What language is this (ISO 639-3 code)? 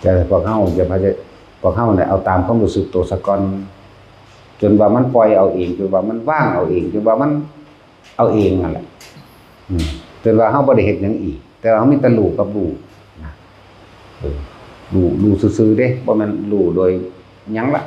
lao